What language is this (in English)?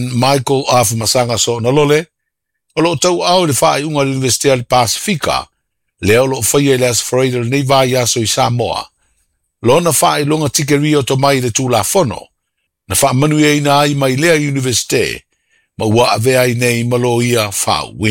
Samoan